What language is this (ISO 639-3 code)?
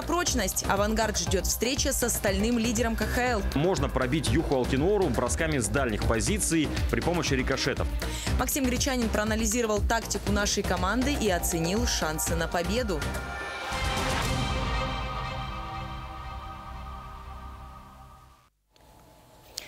rus